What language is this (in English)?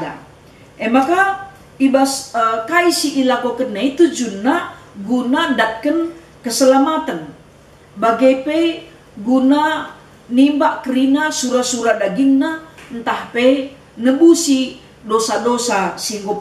Batak Karo